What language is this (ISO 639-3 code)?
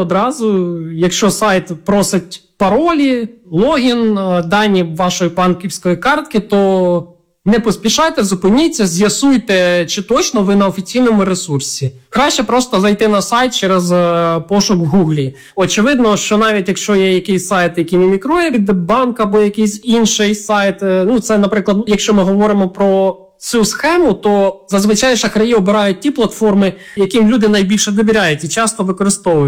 ukr